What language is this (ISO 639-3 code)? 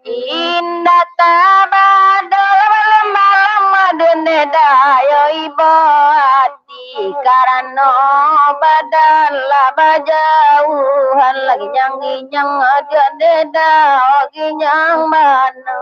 min